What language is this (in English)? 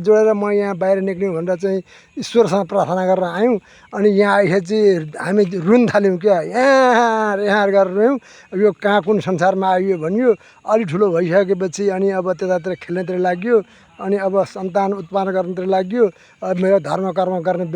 Nepali